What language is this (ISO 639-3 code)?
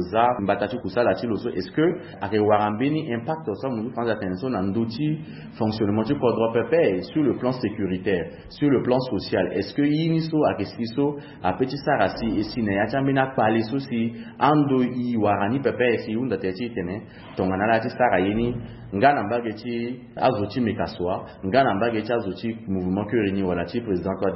sag